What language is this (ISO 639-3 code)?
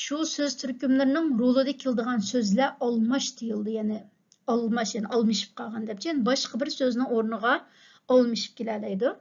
uig